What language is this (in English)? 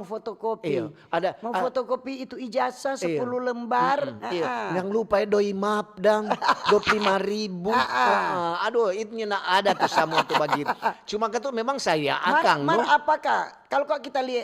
Manado Malay